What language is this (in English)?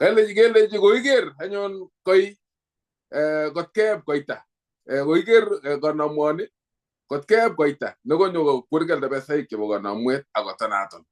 Kalenjin